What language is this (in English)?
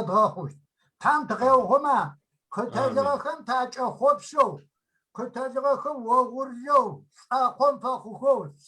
Kabardian